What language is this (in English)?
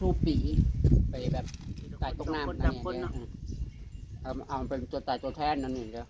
Northeastern Thai